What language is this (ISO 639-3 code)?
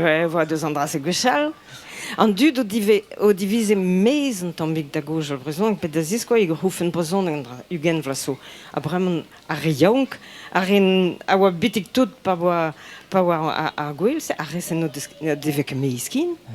bre